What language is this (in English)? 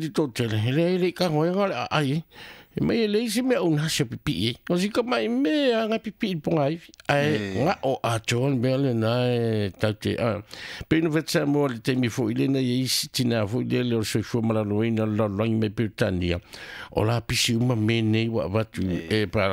Samoan